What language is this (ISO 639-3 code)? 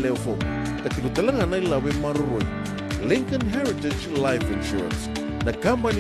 fij